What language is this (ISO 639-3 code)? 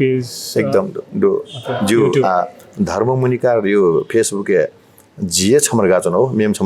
new